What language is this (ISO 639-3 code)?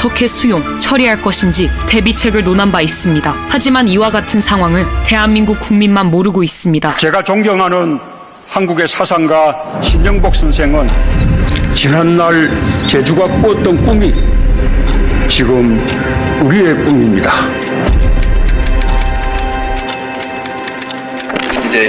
kor